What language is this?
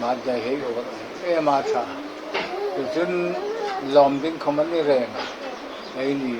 Hmar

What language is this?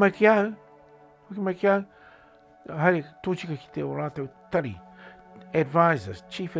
Māori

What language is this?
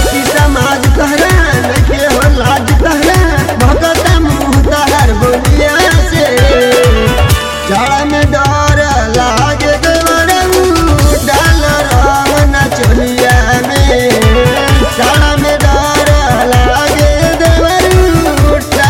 Bhojpuri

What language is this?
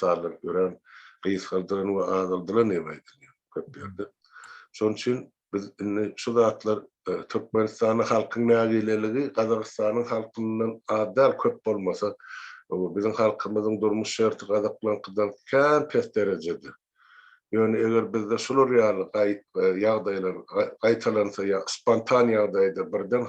Turkmen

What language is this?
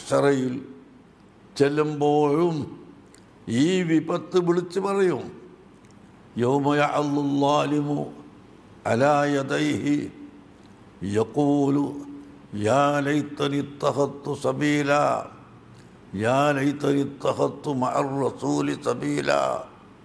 Malayalam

